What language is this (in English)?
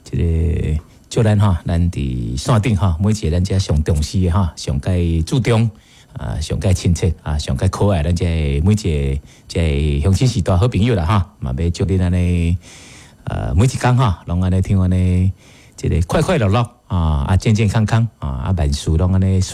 Min Nan Chinese